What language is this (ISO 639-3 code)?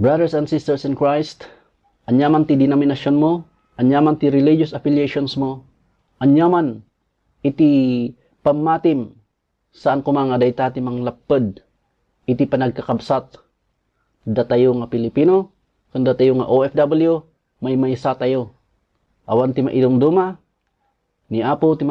ilo